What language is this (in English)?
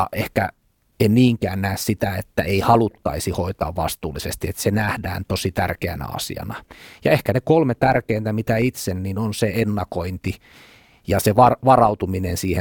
Finnish